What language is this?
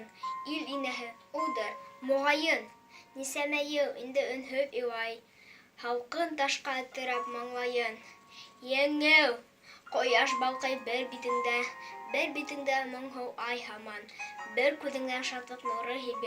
Bashkir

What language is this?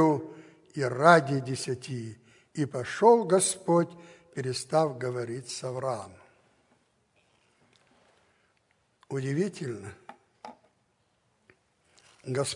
Russian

